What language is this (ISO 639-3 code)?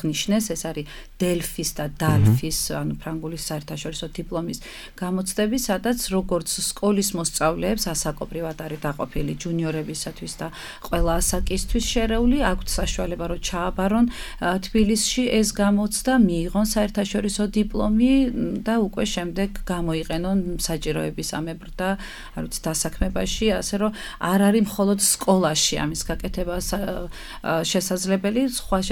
kat